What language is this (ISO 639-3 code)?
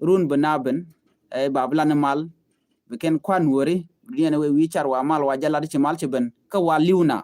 nus